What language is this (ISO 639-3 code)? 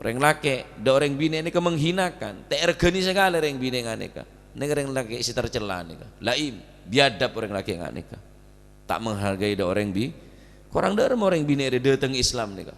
mad